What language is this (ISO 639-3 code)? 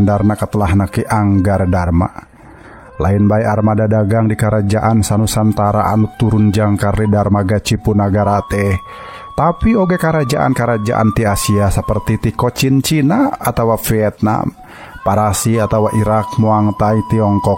sun